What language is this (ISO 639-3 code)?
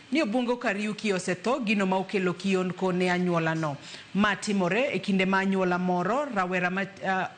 luo